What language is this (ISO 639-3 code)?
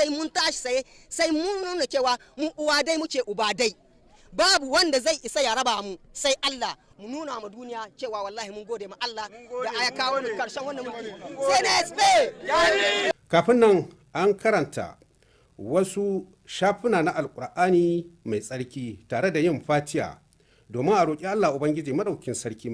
hau